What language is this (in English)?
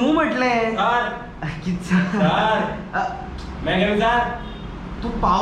Konkani